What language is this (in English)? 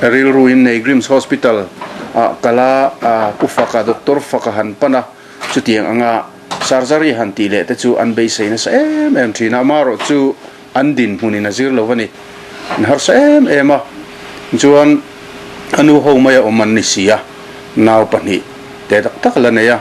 Mizo